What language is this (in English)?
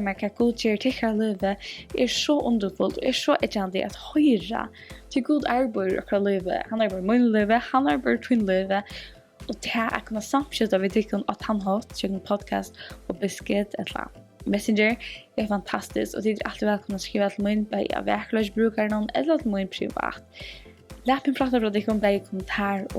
Faroese